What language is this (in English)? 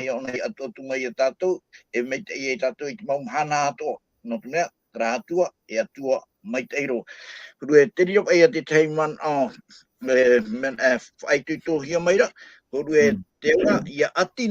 Tahitian